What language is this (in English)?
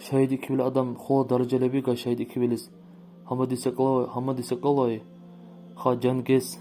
Dargwa